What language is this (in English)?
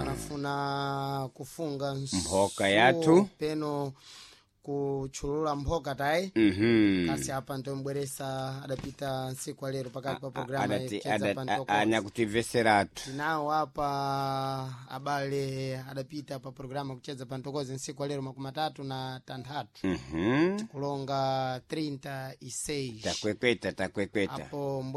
Sena